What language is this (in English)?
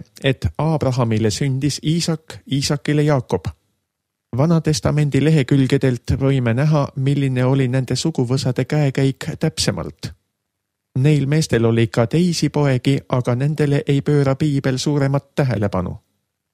Estonian